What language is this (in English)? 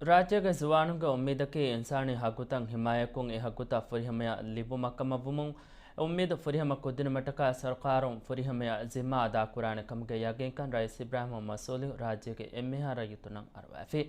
Divehi